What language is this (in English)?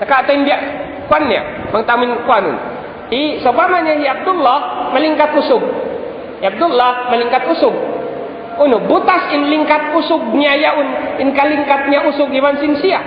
Tausug